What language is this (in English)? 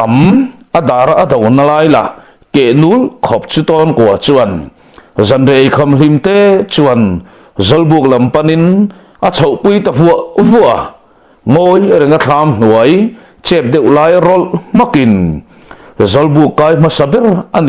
Mizo